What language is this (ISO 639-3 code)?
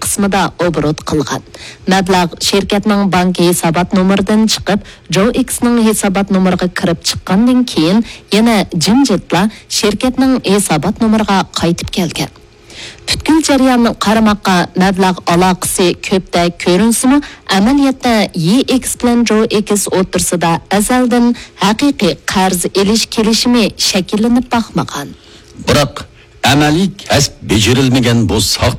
uig